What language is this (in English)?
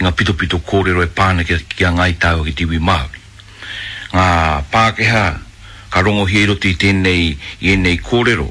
Māori